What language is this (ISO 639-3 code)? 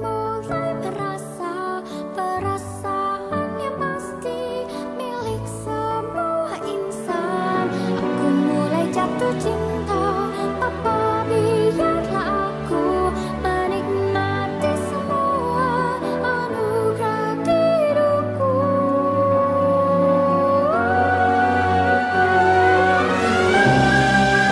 ind